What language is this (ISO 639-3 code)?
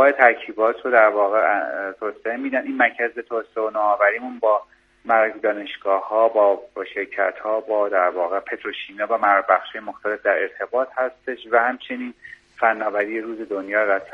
fas